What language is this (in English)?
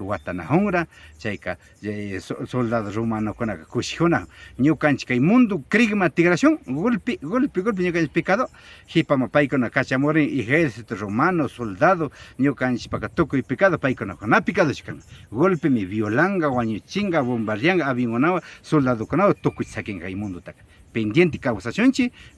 Imbabura Highland Quichua